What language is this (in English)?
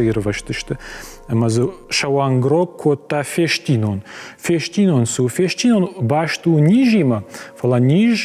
Ossetic